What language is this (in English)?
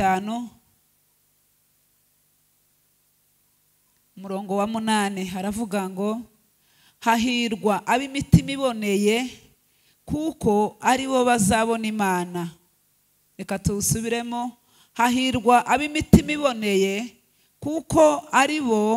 Kinyarwanda